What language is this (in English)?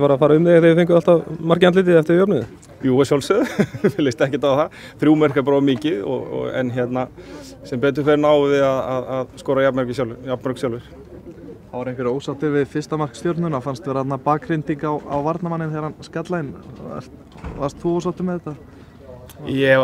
Icelandic